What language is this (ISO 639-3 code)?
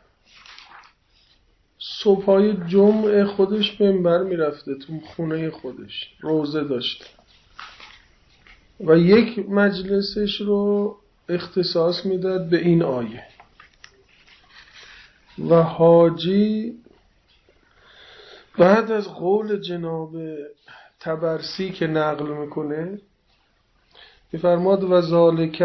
fas